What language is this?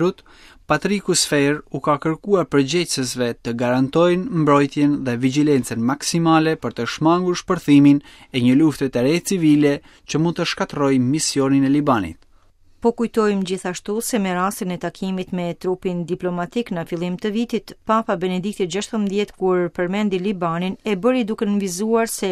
Albanian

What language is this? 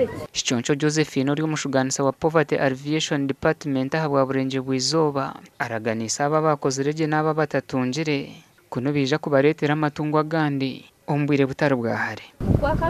Nyankole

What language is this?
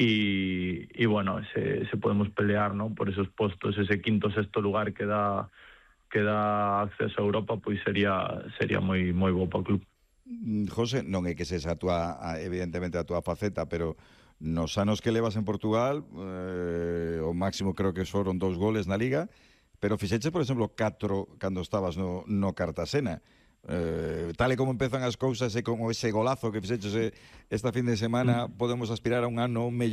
Galician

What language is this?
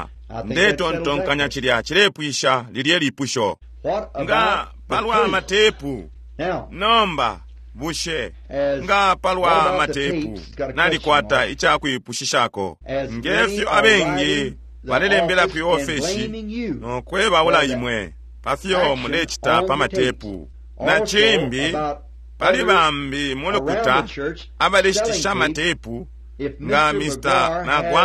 Bemba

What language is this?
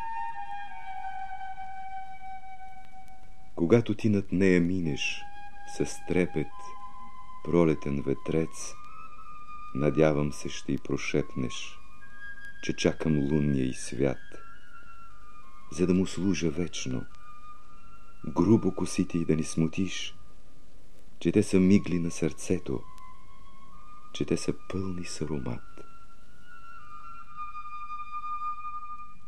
Bulgarian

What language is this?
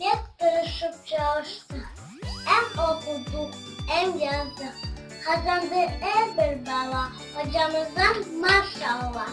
Crimean Tatar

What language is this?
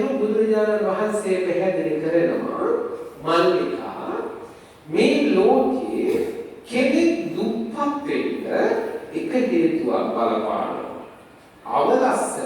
Sinhala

